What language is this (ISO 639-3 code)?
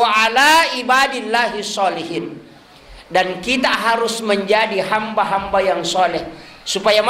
bug